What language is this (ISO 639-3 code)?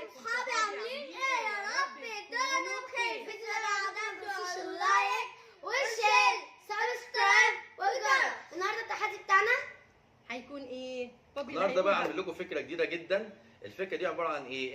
arz